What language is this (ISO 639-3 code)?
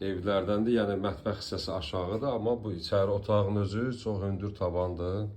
aze